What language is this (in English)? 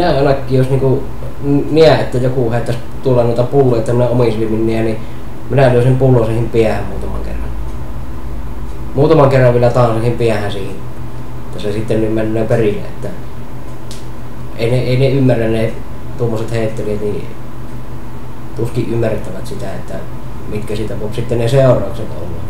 Finnish